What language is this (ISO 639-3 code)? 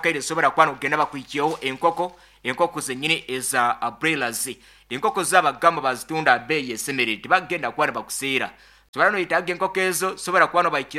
nyo